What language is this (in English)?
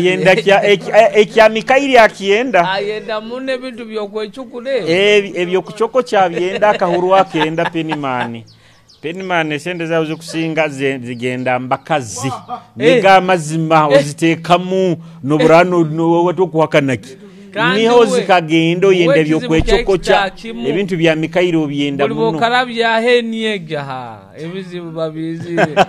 Nyoro